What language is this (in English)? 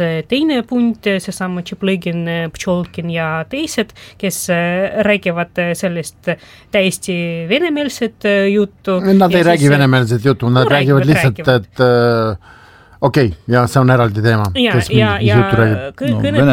Estonian